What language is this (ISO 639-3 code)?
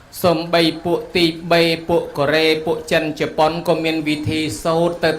khm